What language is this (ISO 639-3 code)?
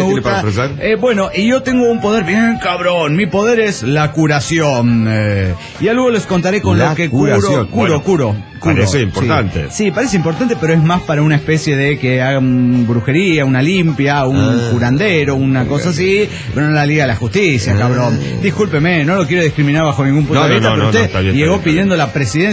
spa